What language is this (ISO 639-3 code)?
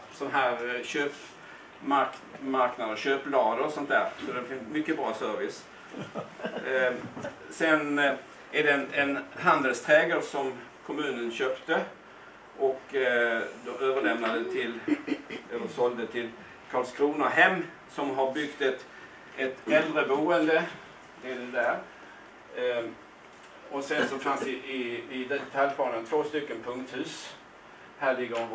swe